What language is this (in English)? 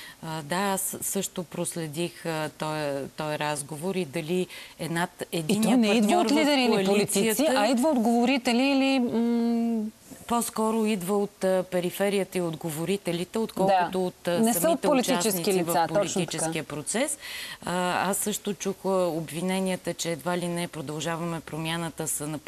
Bulgarian